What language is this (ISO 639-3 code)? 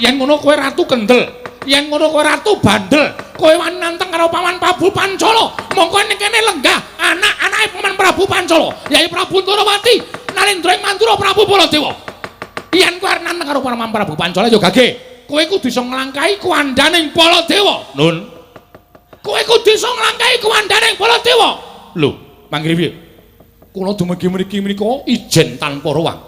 jav